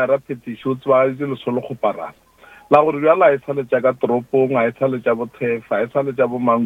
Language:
Northern Sotho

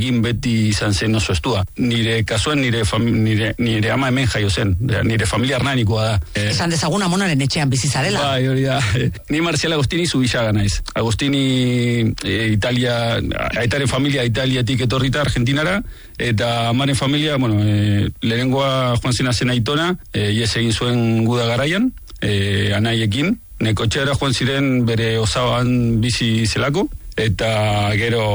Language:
Basque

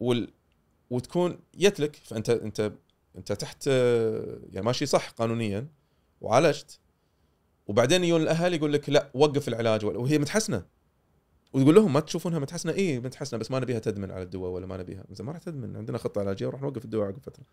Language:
Gulf Arabic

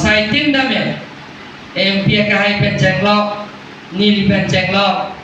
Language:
Karbi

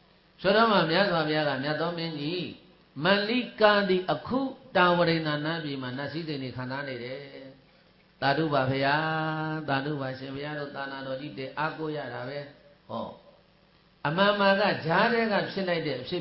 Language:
Burmese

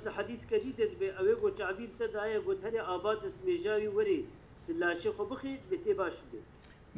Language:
Kurdish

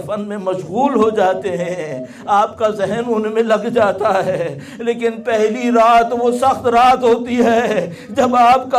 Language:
Urdu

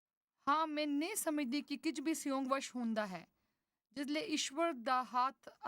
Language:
Dogri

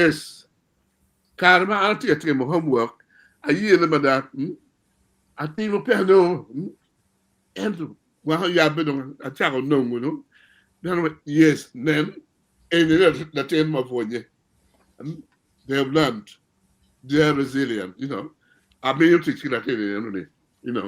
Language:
Acoli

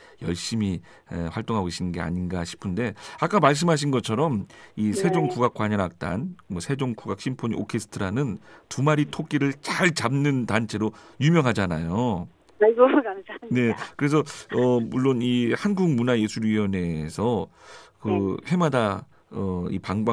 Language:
Korean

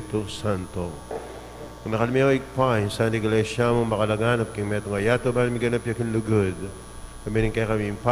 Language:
Pampanga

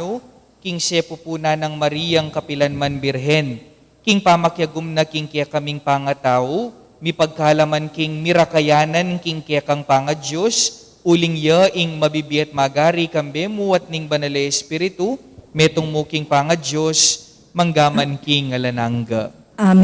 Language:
Pampanga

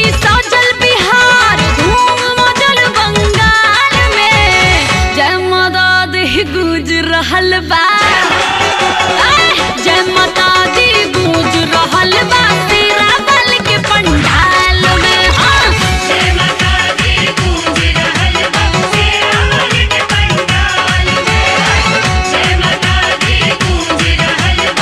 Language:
Bhojpuri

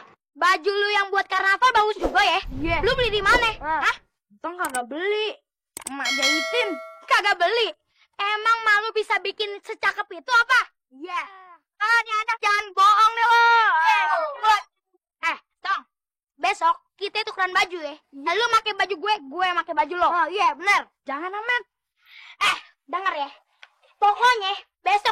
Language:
Betawi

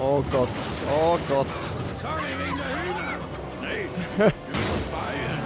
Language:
Swiss German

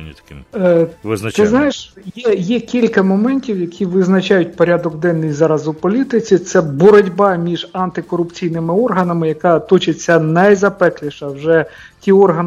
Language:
Ukrainian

